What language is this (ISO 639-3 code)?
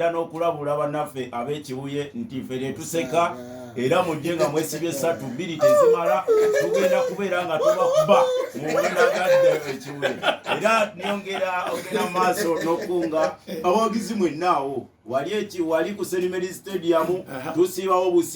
lug